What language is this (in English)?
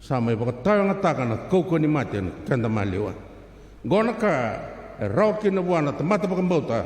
Fijian